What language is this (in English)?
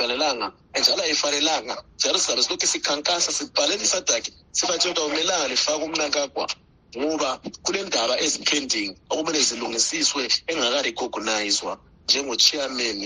North Ndebele